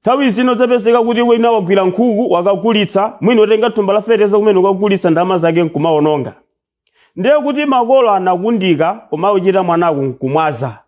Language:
Nyanja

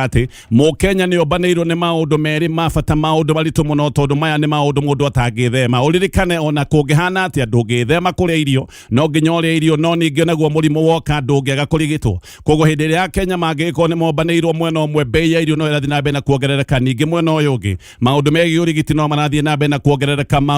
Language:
Kikuyu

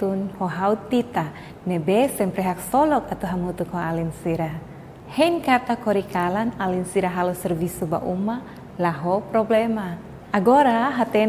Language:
Tetum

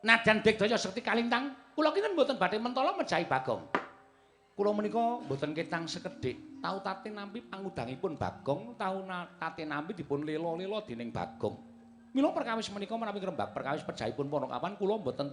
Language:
Javanese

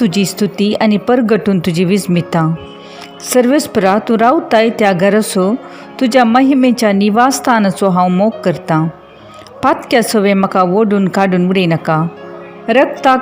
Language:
Konkani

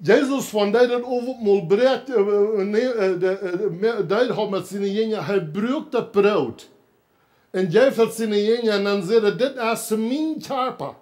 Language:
Plautdietsch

